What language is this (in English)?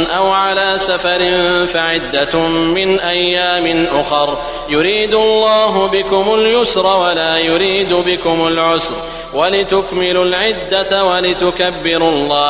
Arabic